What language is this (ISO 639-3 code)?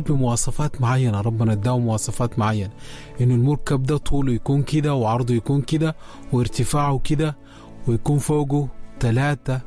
apd